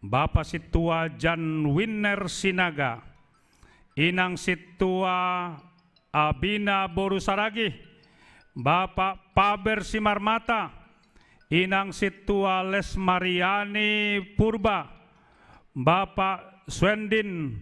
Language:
Batak Simalungun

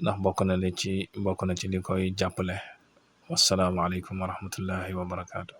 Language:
Wolof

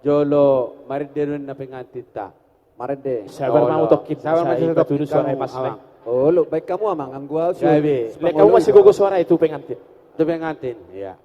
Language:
Batak Toba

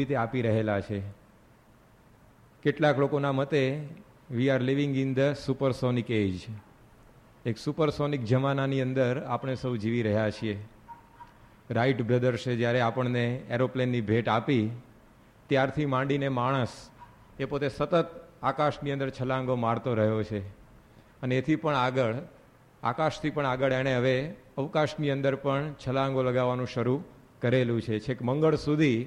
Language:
Gujarati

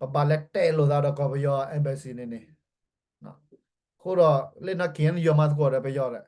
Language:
S'gaw Karen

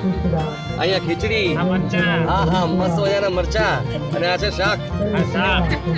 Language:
Gujarati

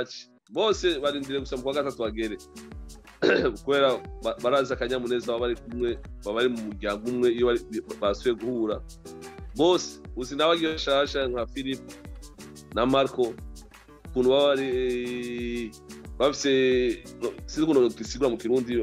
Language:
Rundi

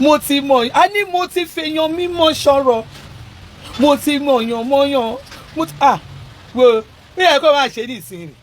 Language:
Yoruba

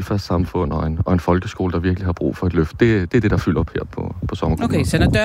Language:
Danish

